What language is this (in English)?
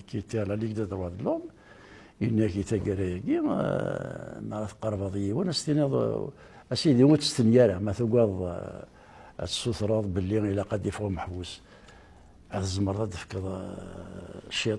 Kabyle